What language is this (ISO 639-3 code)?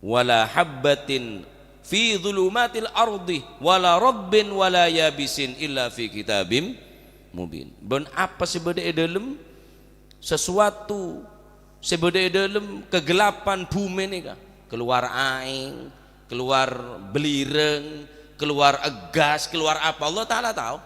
mad